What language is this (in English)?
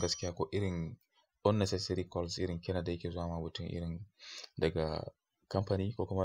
Hausa